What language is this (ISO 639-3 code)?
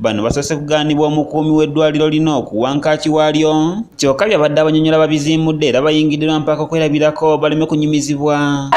lug